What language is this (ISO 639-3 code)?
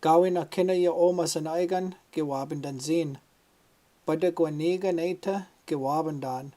ciw